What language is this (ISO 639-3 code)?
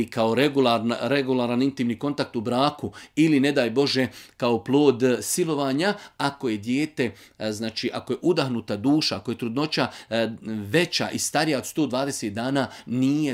bos